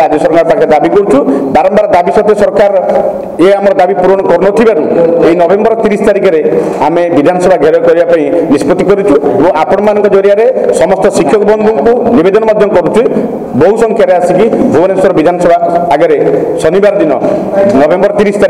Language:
Odia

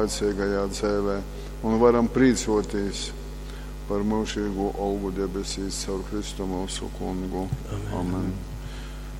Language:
Latgalian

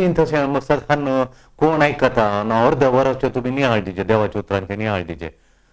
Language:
Konkani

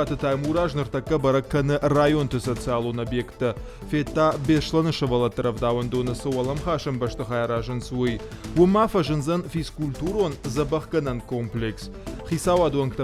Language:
Ossetic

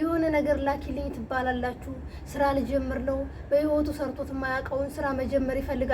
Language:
Amharic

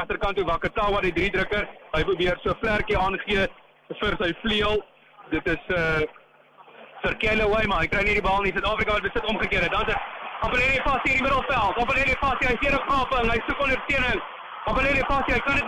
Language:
Afrikaans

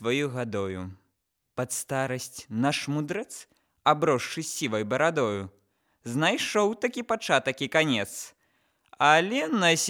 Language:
Belarusian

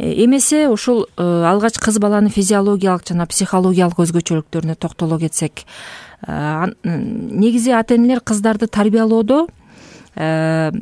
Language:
Kyrgyz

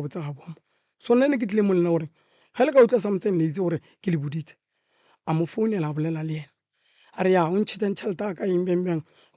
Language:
Northern Sotho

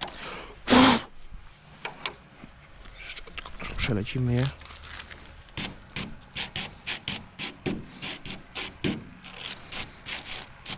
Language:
Polish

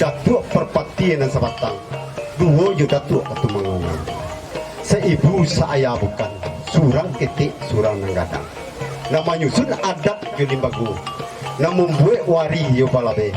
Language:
Minangkabau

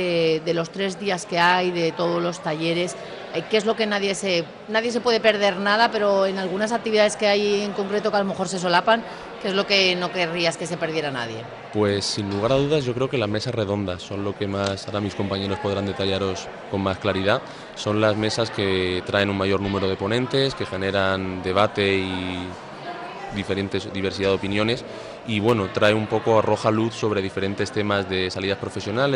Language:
Spanish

